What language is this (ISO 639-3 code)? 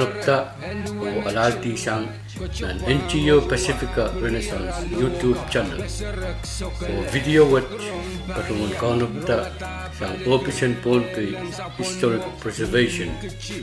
pon